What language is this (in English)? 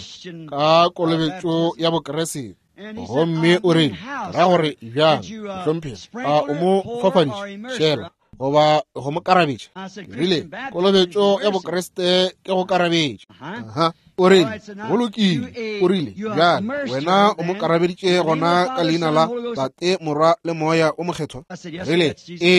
Northern Sotho